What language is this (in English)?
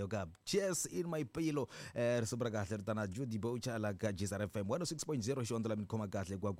Tsonga